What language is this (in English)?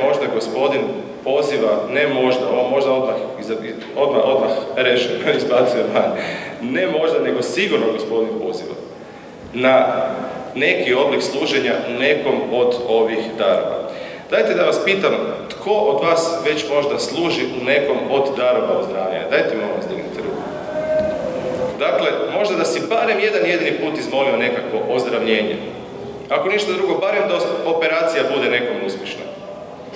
Croatian